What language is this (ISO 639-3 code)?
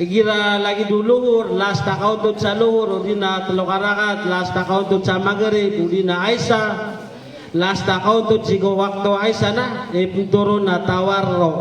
mrw